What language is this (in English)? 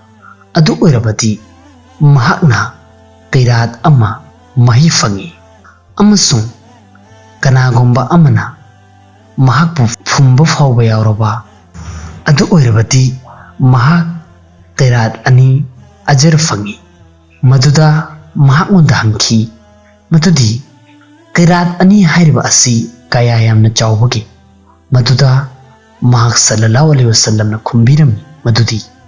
Manipuri